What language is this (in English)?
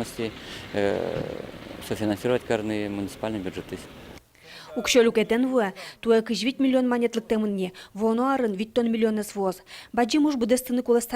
Udmurt